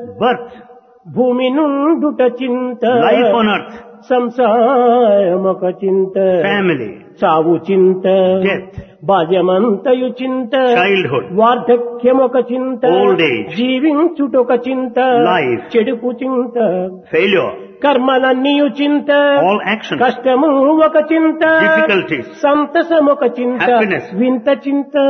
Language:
Telugu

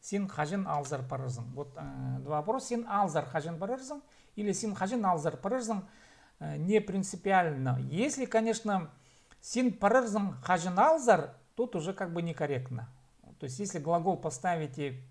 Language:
Khakas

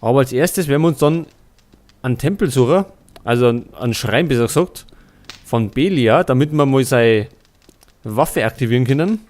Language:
Bavarian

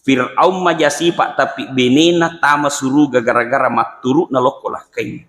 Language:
Buginese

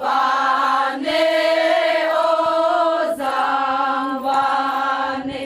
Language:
Naga Pidgin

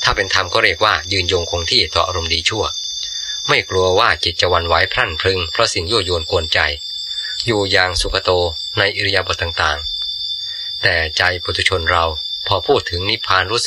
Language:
Thai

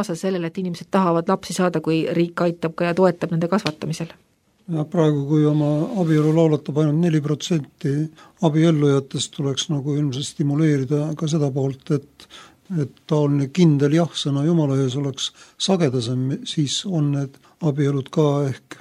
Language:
Estonian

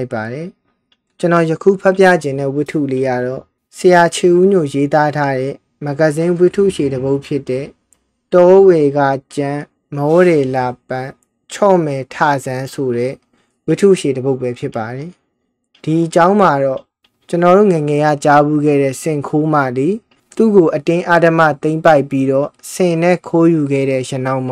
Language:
Burmese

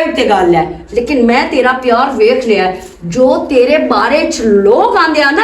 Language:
Western Panjabi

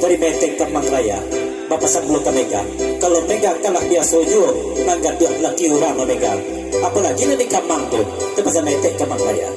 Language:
Minangkabau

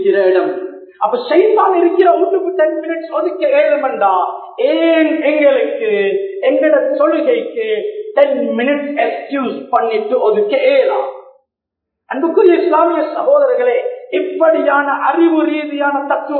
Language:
Tamil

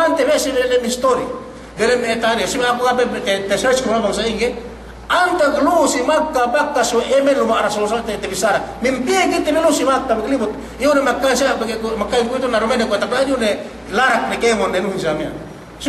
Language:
Yakan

